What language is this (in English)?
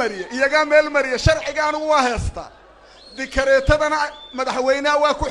Somali